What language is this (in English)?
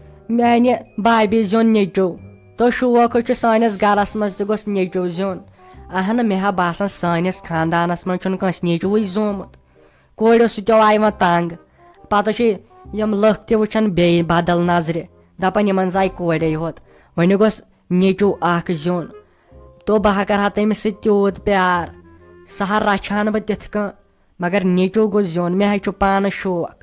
Kashmiri